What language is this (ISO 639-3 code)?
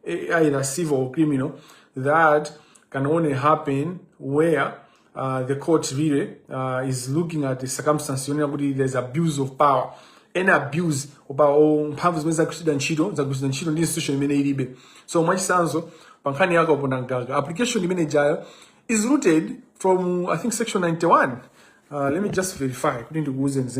nya